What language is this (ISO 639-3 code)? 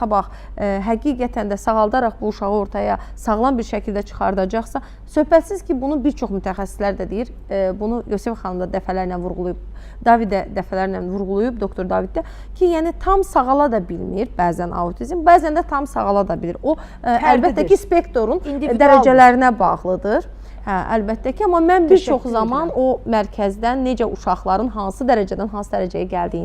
aze